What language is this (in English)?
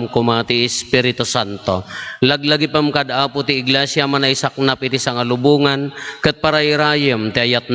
Iloko